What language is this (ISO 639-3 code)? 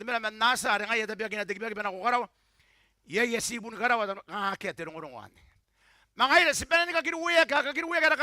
gil